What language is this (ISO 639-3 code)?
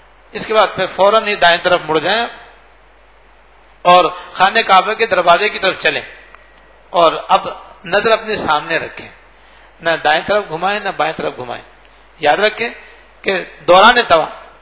urd